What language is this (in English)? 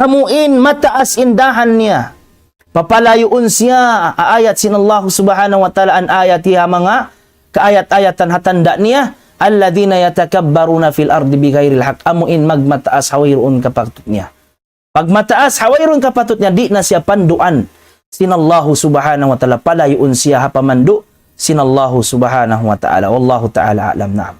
Tausug